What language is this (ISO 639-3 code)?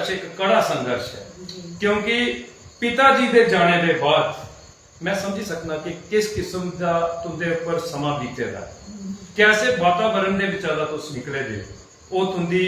doi